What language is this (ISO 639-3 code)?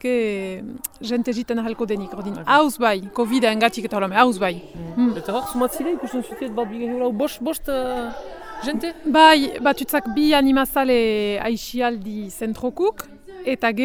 eus